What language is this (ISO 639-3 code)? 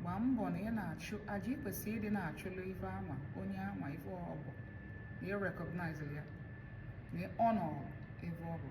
ibo